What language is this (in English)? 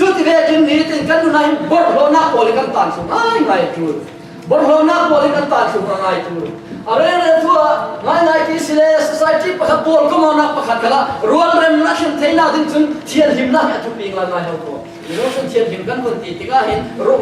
Falam Chin